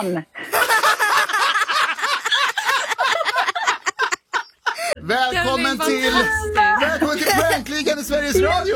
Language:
Swedish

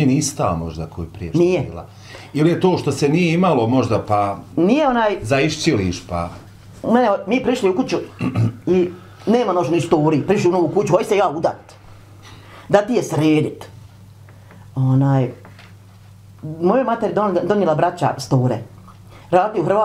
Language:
Bosnian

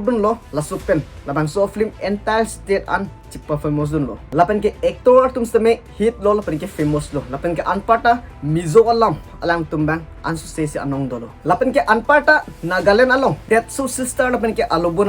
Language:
Karbi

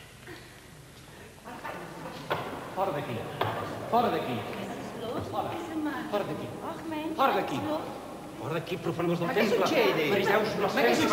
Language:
Catalan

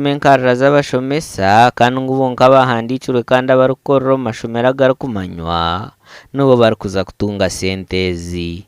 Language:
Nyankole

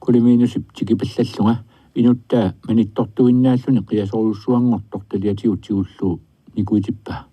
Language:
Kalaallisut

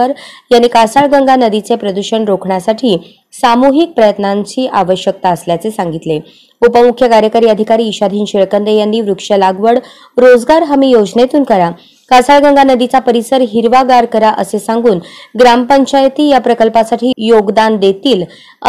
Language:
Marathi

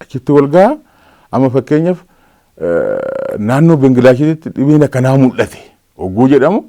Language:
Oromo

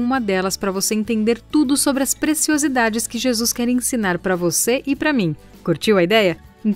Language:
Portuguese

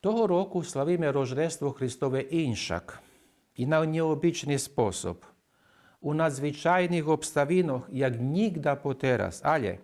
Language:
Rusyn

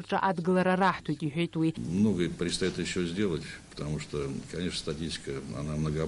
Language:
Abkhazian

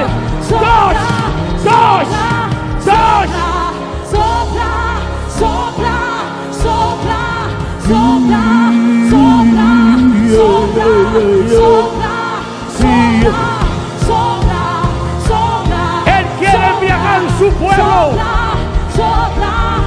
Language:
Spanish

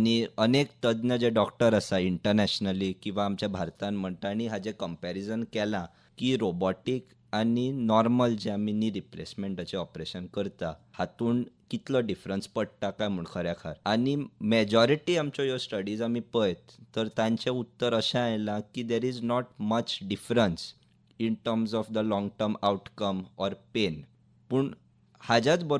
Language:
Konkani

